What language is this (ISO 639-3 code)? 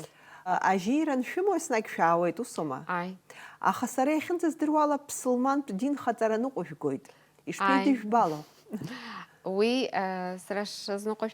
abk